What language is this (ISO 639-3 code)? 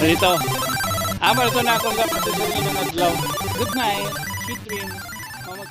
war